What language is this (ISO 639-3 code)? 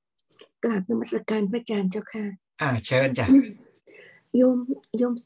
tha